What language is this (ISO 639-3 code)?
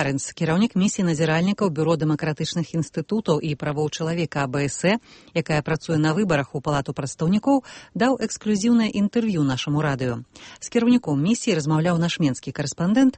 bel